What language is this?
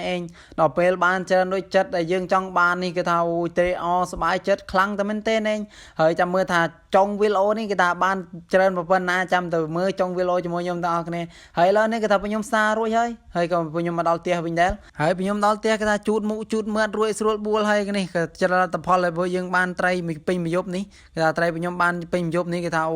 Khmer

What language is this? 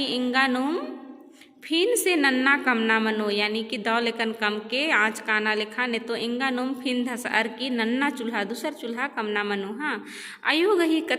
Kurukh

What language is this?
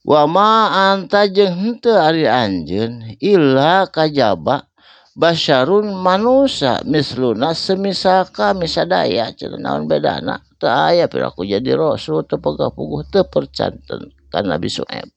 Sundanese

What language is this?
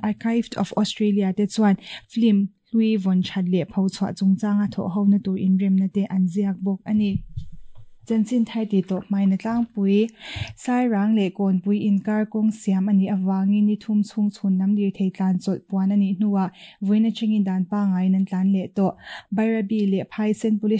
Mizo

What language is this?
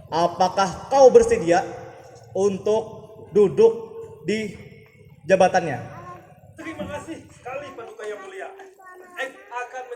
Banjar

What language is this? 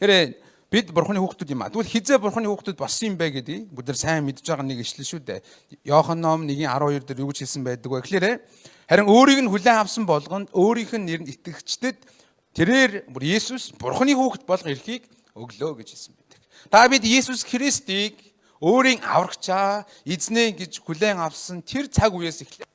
Mongolian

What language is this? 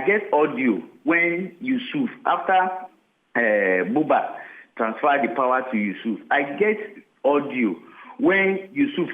Nigerian Pidgin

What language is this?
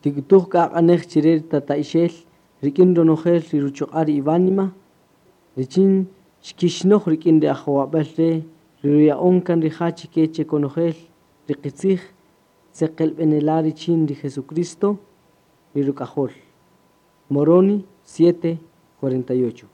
Kaqchikel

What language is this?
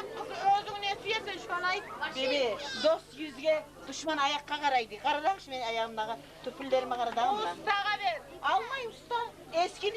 Kumyk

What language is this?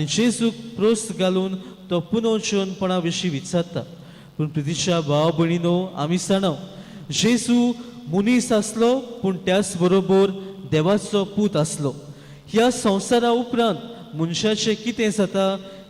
Konkani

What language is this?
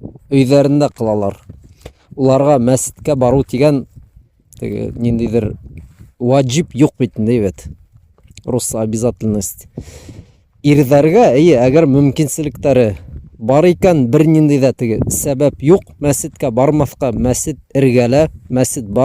Bashkir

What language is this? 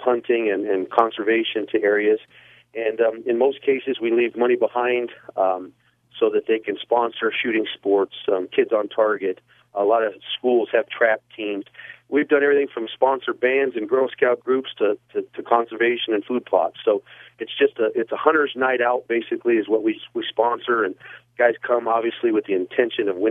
English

